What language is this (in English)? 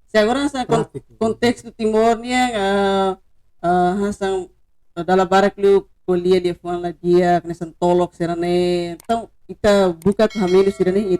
Tetum